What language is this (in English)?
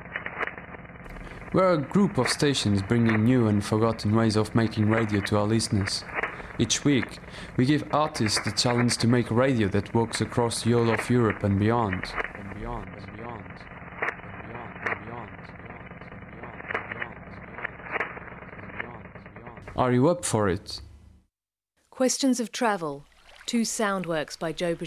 English